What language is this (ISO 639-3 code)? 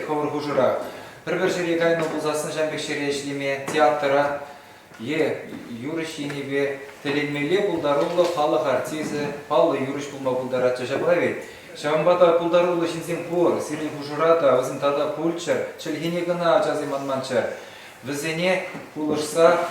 chv